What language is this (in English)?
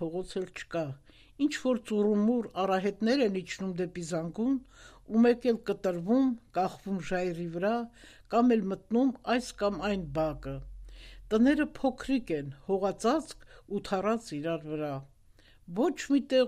Armenian